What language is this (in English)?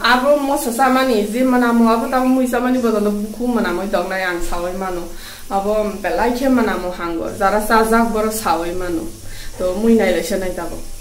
Kok Borok